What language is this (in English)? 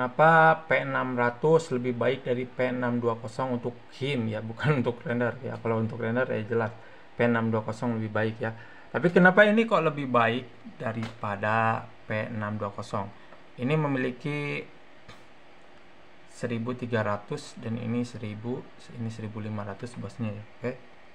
Indonesian